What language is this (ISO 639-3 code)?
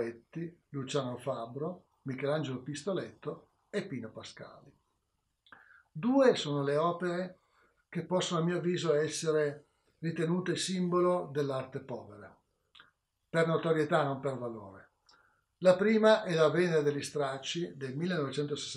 ita